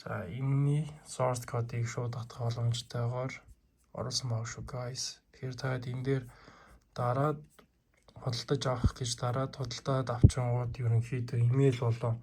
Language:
Mongolian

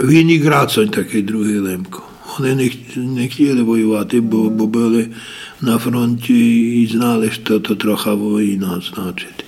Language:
Rusyn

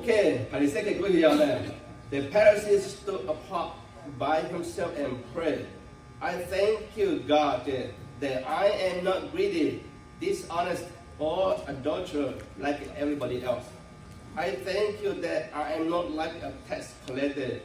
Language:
Lahu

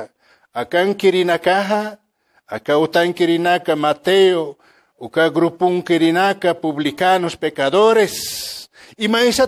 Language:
Aymara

